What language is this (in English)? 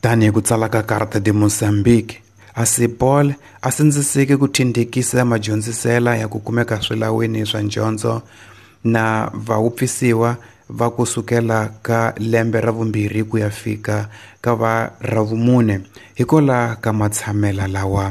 Tsonga